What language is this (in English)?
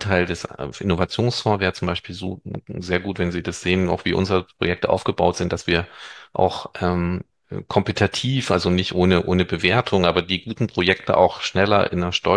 German